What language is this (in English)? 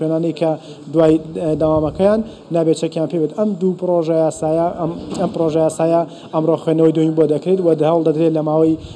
Central Kurdish